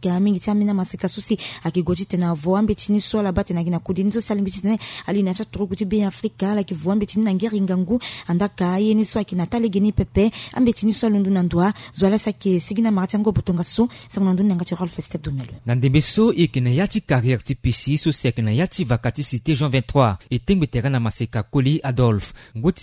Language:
Sango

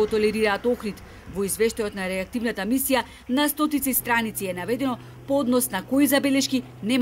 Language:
Macedonian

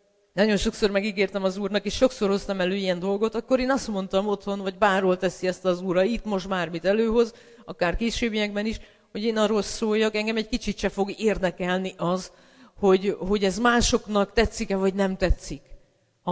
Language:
Hungarian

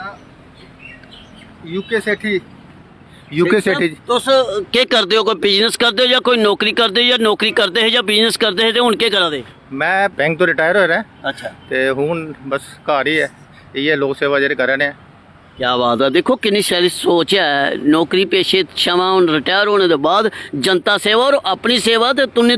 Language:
Dogri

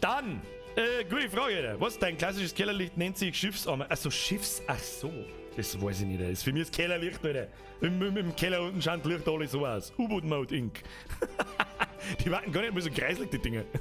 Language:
Bavarian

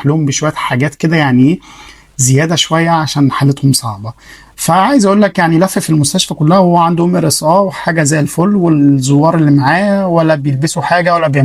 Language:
Egyptian Arabic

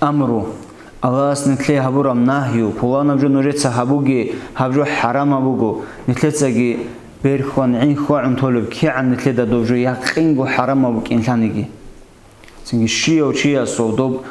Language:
Avaric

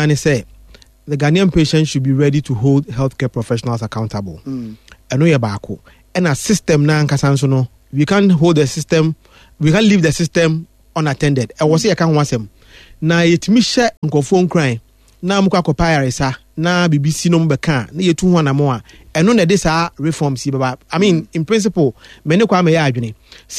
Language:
Akan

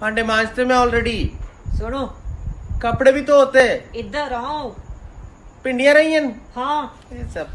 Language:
Dogri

